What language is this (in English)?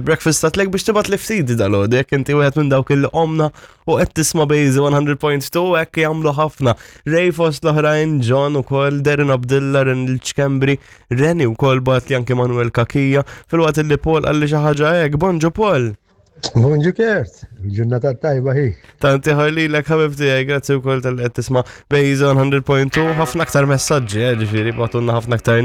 Maltese